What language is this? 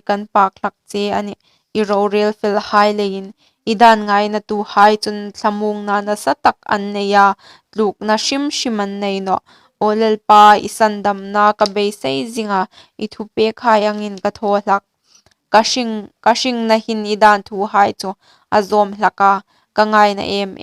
Hmar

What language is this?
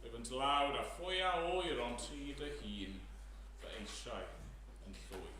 Welsh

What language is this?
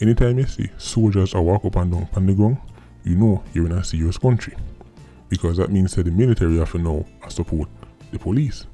Jamaican Creole English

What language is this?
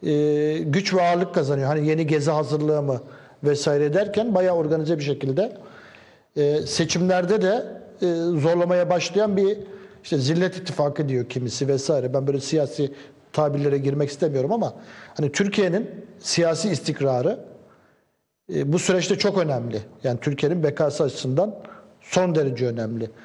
Turkish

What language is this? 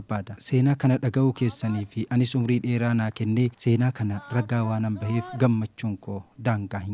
Oromo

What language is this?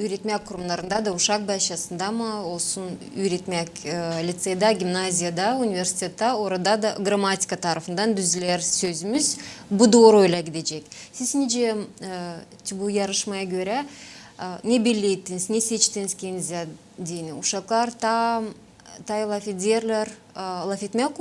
Gagauz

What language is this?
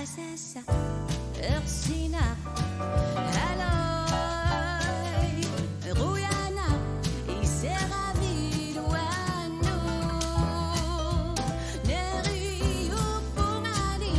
Kalaallisut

